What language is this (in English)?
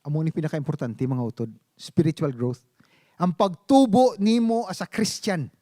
Hiligaynon